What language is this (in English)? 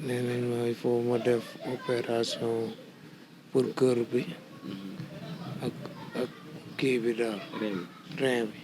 Wolof